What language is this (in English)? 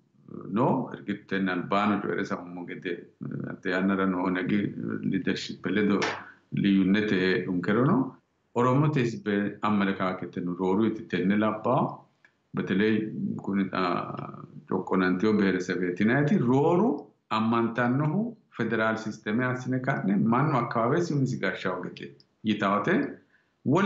Sidamo